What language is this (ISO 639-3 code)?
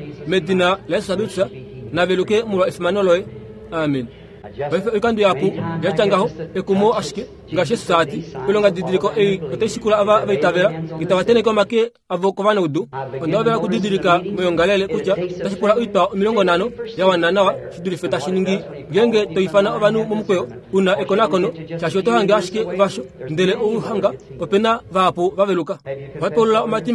kua